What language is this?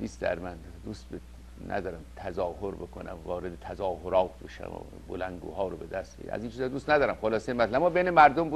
Persian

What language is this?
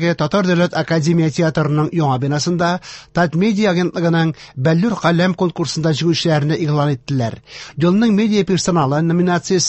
Tatar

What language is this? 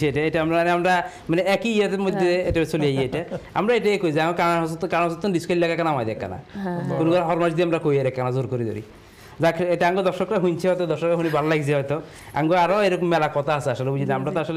Bangla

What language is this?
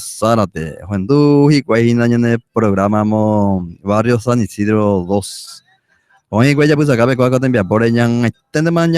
Guarani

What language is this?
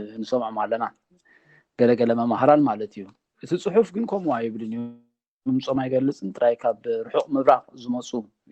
Tigrinya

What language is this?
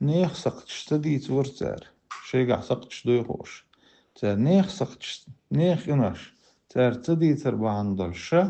Chechen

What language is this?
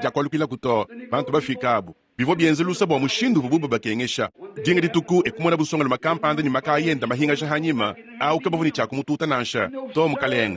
Luba-Lulua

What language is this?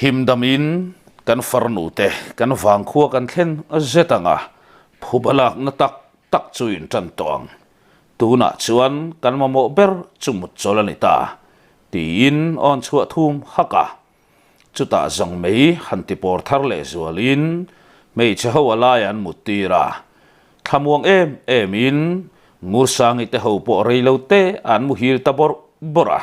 Mizo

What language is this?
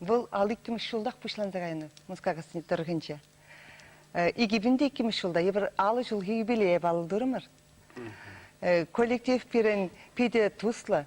Chuvash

